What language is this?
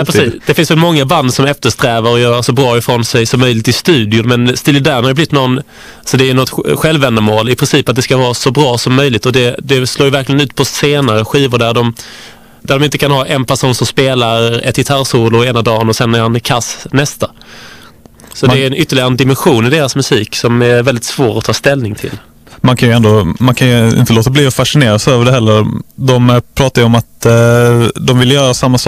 Swedish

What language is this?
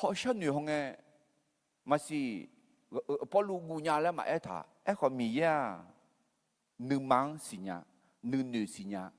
Akha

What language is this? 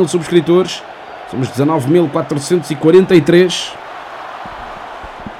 Portuguese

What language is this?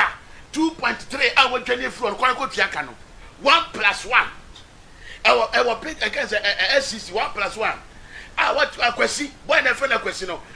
Akan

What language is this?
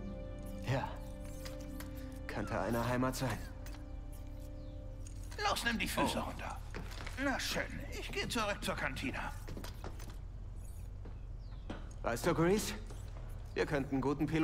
German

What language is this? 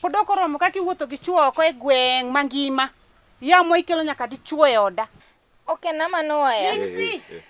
Luo (Kenya and Tanzania)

